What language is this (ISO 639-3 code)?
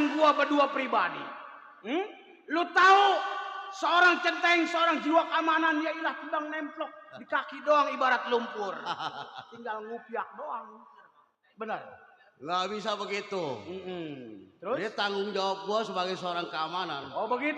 bew